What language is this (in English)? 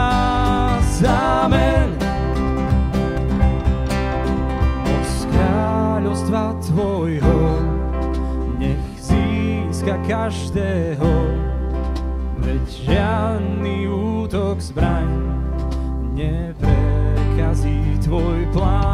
Slovak